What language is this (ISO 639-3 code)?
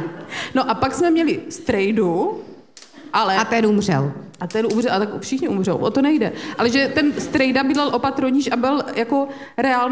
ces